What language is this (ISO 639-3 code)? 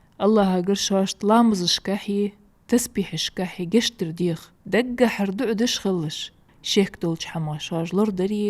inh